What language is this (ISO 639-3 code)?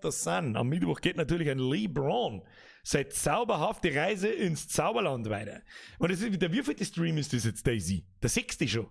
bar